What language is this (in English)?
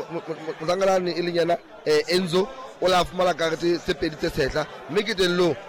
Southern Sotho